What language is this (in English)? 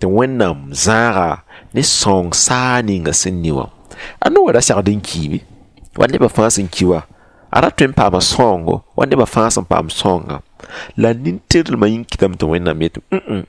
Mossi